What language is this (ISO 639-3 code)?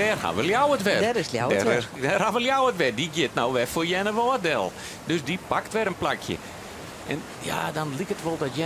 fry